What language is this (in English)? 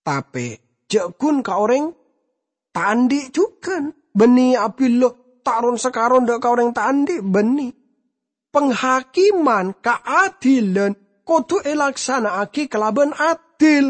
Madurese